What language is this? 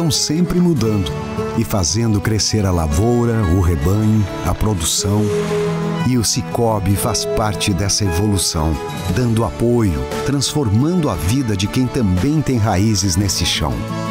Portuguese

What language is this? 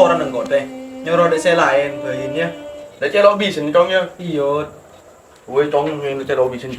Madurese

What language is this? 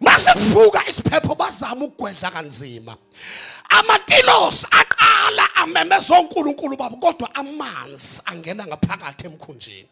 Zulu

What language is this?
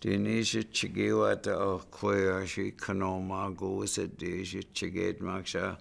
Chippewa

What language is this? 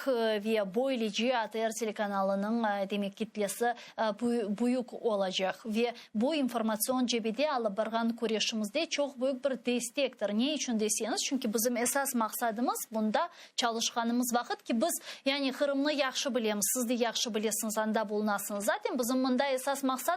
Crimean Tatar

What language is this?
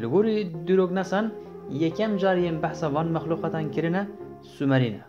Kurdish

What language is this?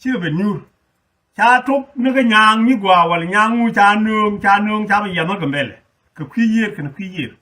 Nuer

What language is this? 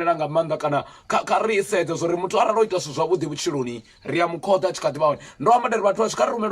Venda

